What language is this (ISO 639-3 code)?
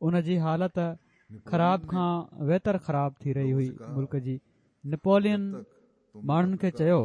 snd